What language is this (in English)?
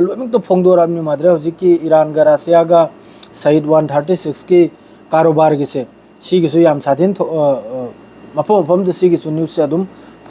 Manipuri